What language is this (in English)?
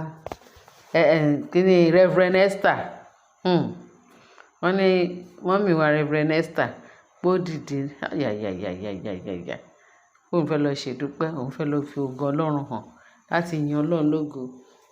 Yoruba